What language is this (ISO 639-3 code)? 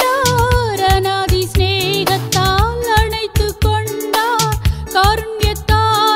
tam